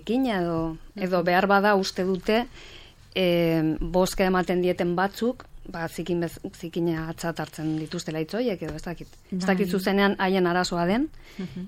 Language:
Basque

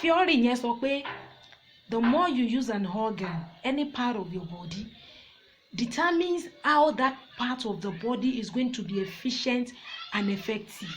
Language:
Yoruba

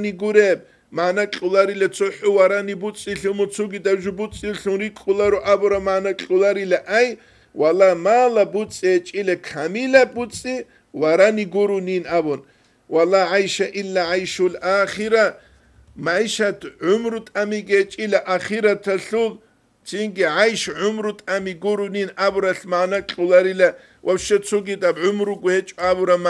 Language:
Avaric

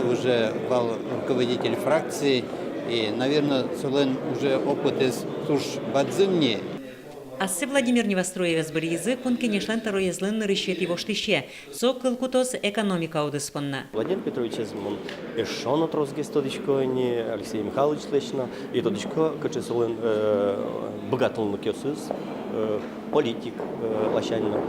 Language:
Udmurt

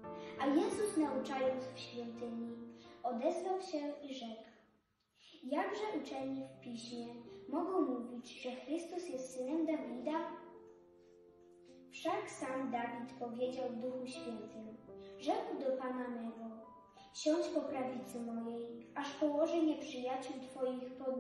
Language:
Polish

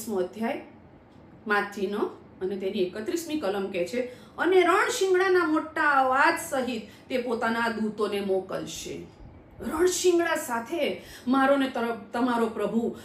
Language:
Gujarati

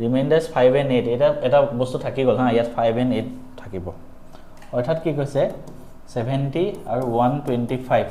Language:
Assamese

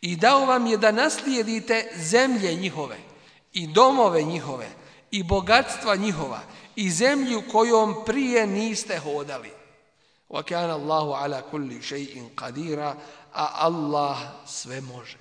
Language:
Bosnian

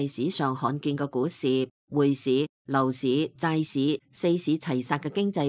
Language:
Cantonese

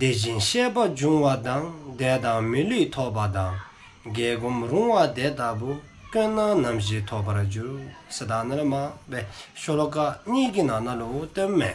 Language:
Dzongkha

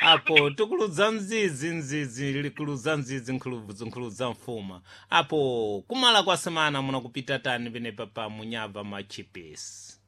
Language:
Sena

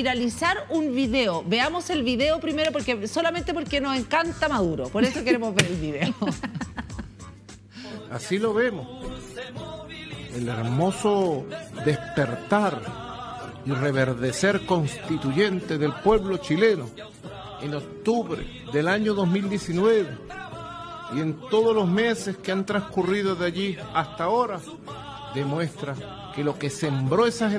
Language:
Spanish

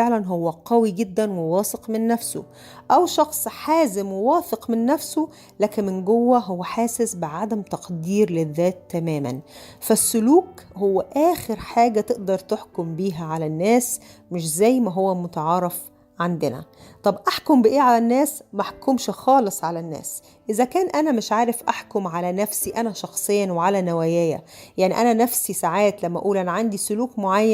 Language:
Egyptian Arabic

